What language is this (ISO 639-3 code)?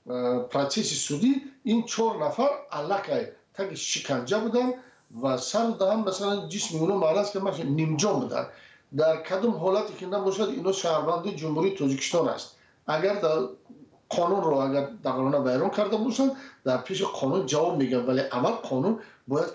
tgk